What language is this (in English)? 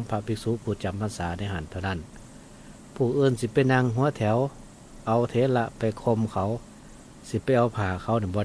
Northeastern Thai